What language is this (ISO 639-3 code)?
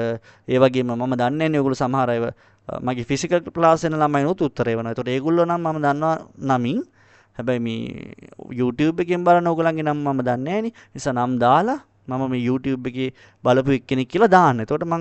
sin